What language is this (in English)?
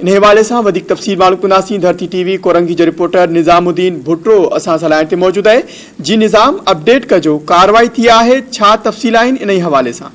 Sindhi